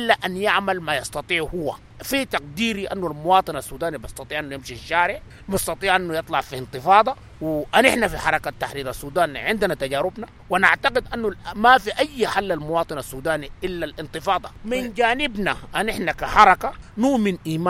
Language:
Sudanese Arabic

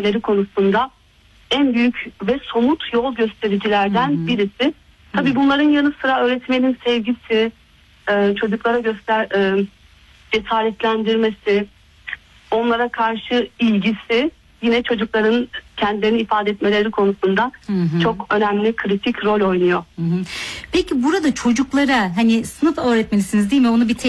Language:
Turkish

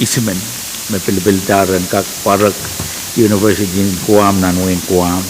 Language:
Pohnpeian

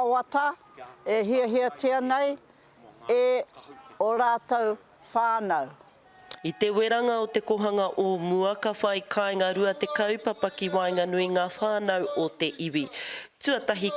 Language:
Māori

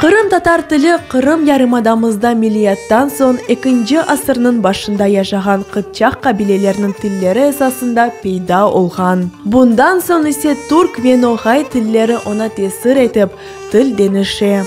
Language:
Crimean Tatar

